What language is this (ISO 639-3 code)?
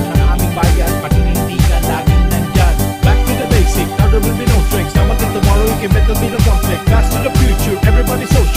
bik